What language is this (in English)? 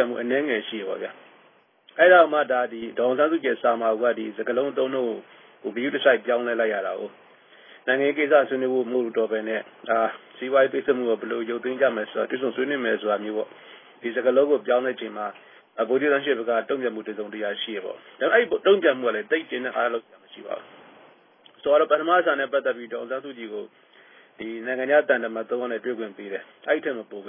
Burmese